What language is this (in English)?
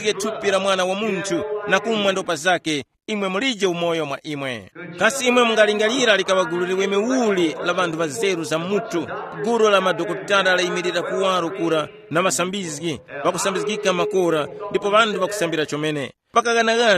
Tumbuka